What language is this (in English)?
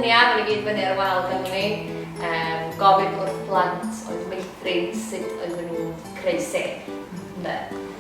Welsh